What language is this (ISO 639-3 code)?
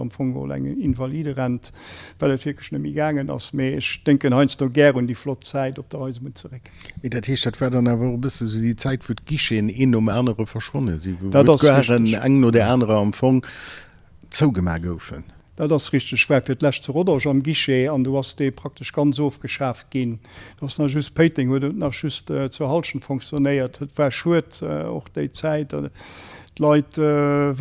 ltz